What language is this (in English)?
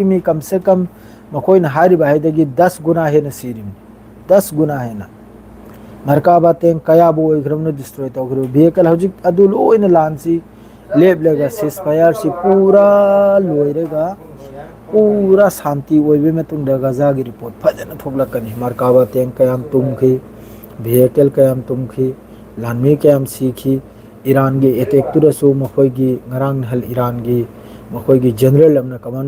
Manipuri